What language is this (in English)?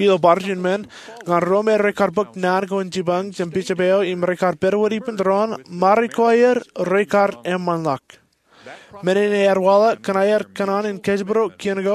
Marshallese